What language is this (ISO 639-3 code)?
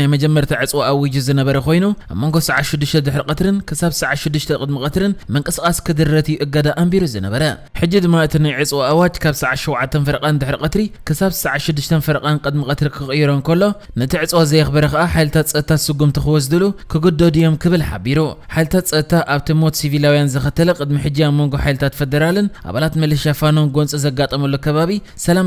tir